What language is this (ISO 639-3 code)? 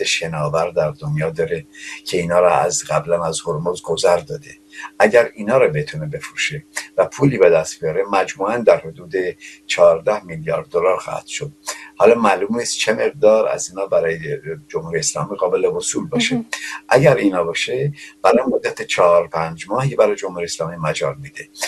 fas